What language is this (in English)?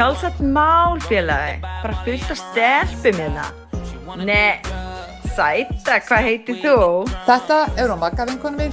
Icelandic